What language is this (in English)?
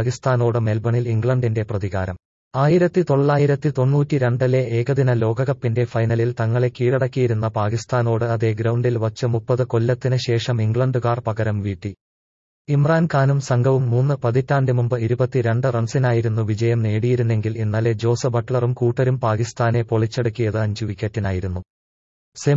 Malayalam